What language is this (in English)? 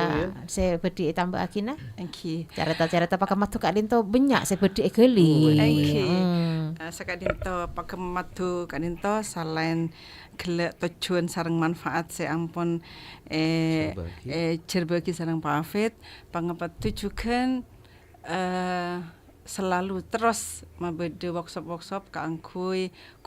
Madurese